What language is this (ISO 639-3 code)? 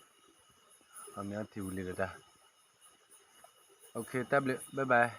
ksw